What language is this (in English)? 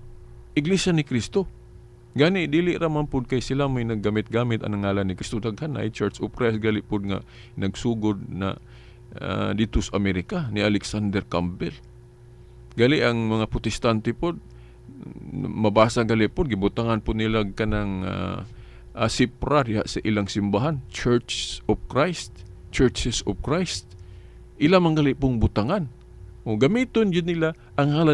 Cebuano